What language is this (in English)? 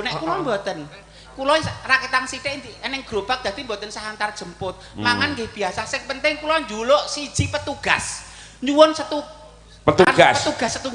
Javanese